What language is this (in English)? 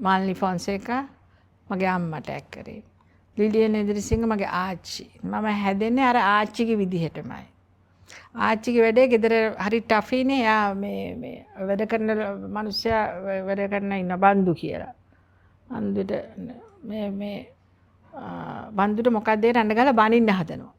Sinhala